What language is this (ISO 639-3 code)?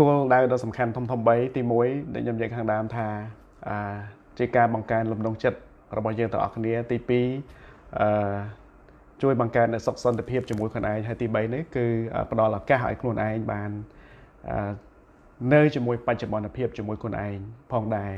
khm